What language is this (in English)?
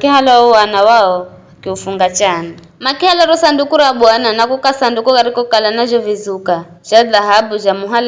Giryama